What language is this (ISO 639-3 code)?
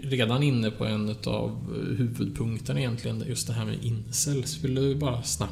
swe